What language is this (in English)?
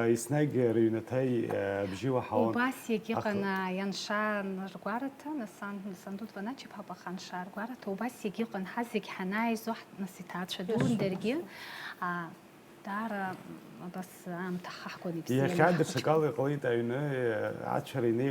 Abkhazian